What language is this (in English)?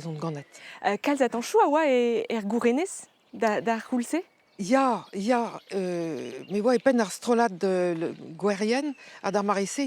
Breton